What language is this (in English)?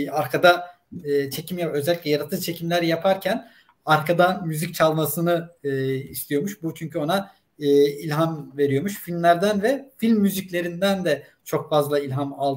Turkish